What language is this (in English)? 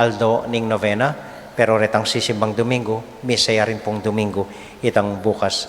Pampanga